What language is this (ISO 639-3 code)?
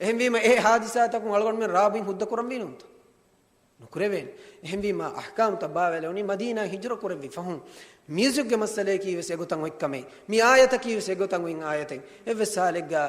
div